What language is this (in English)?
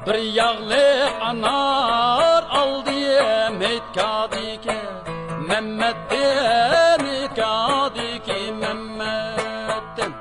Uyghur